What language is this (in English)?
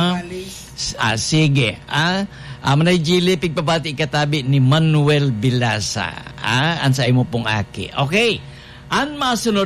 Bikol